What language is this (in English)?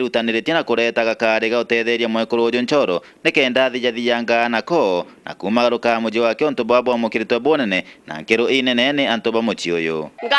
Meru